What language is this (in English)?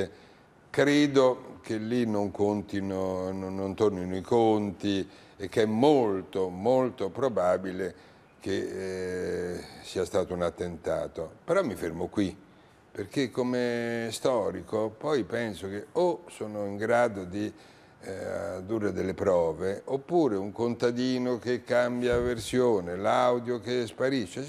Italian